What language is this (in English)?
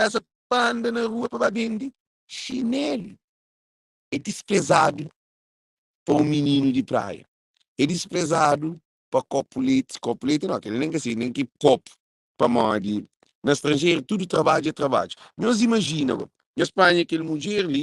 Kabuverdianu